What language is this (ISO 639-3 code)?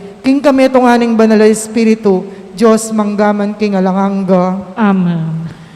pam